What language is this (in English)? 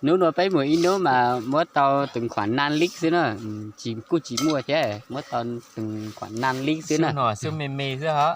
Hmong